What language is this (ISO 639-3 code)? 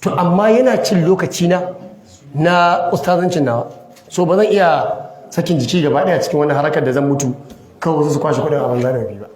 hau